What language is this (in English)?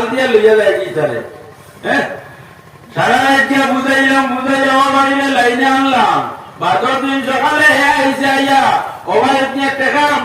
Sylheti